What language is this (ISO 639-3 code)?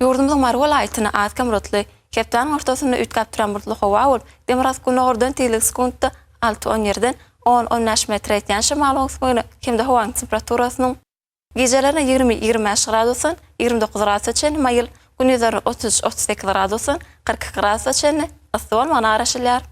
tuk